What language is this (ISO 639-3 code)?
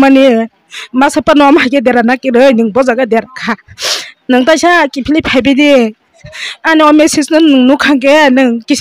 trp